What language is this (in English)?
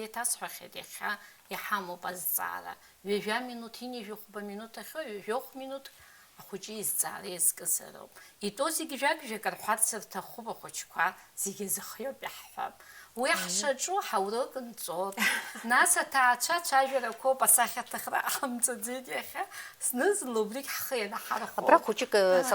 Abkhazian